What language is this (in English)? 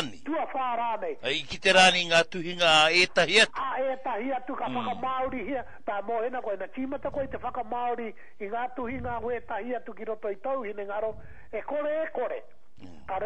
Māori